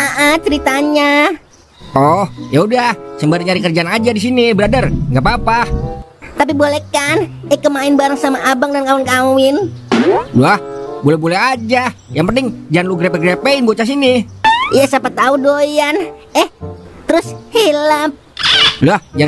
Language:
Betawi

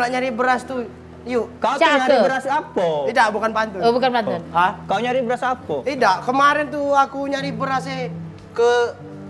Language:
Musi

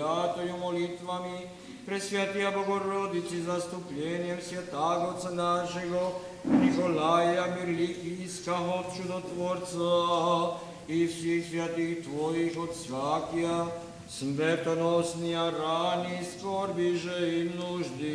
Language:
Rusyn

